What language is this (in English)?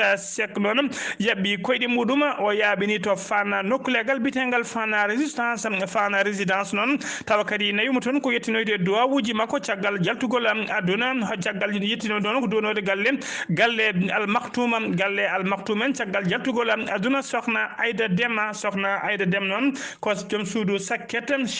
Fula